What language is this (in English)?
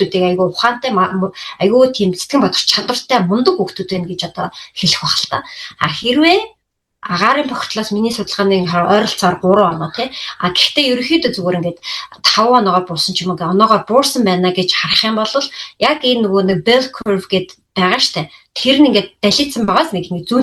Mongolian